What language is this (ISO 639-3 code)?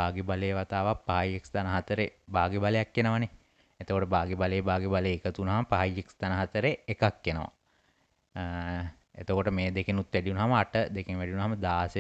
sin